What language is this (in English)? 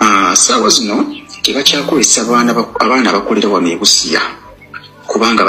Ganda